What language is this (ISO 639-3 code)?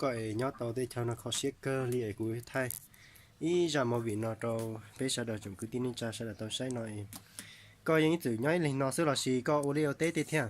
hmn